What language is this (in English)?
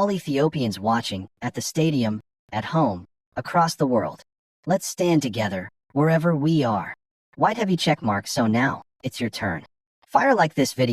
English